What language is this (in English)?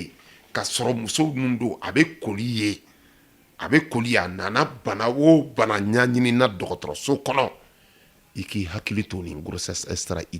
Bambara